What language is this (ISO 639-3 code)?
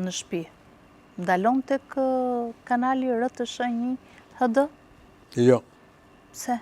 sqi